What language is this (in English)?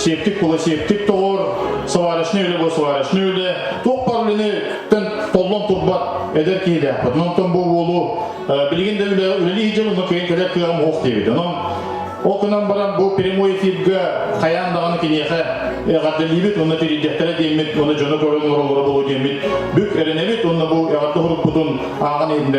Yakut